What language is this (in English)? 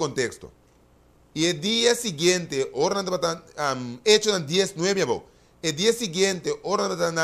Papiamento